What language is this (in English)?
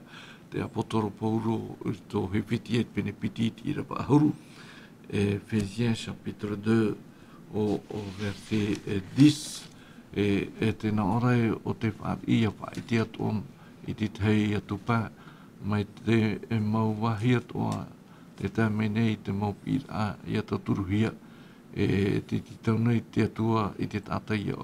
Tahitian